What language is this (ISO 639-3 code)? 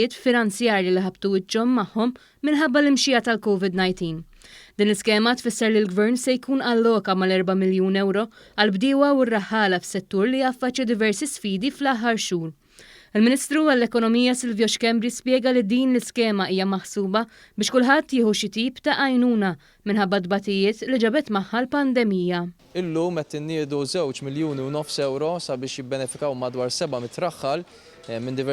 mlt